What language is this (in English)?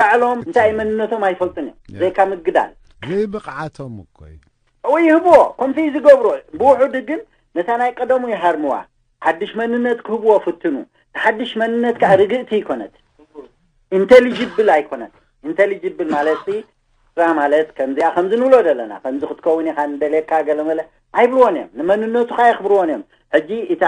Tigrinya